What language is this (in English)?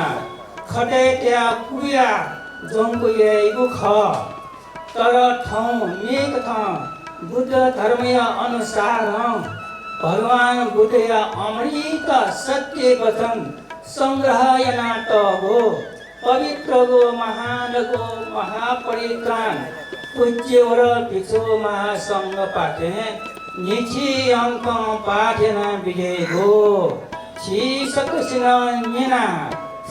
Newari